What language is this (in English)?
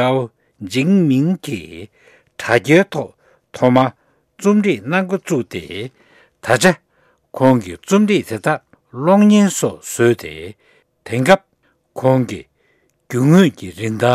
Tibetan